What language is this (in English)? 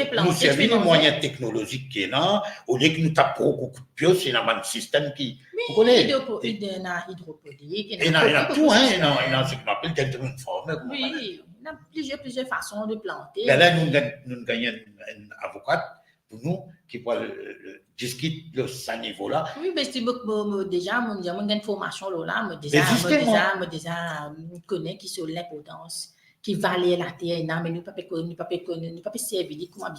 Morisyen